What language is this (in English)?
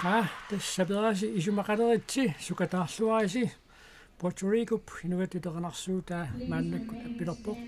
Kalaallisut